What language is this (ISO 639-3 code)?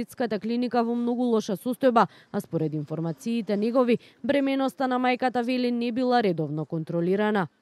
mkd